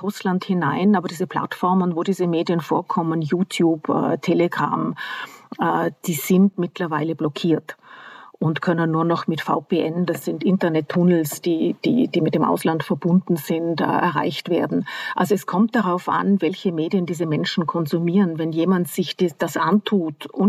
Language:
German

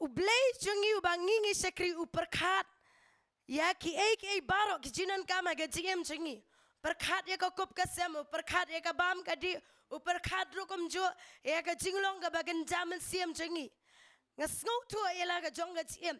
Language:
Khasi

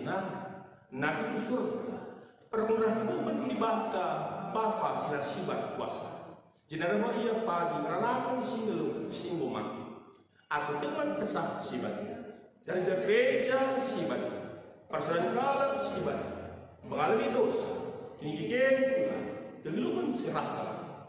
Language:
Batak Karo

